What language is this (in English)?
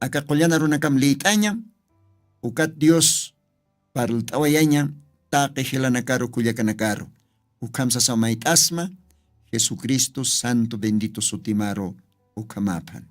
Aymara